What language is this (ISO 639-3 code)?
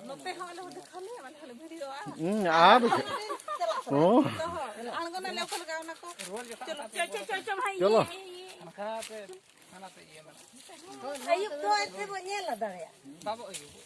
sat